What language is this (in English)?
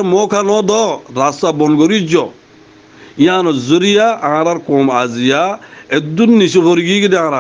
Rohingya